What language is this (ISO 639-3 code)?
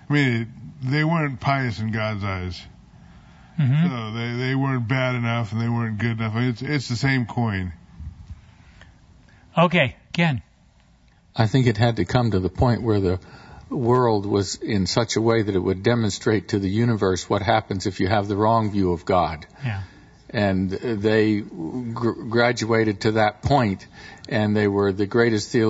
eng